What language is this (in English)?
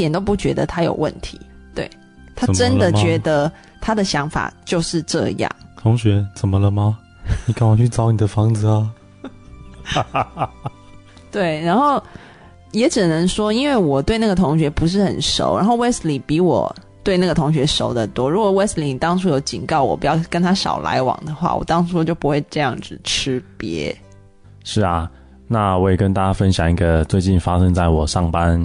Chinese